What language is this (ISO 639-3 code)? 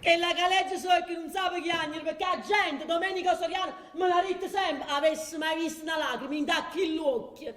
nap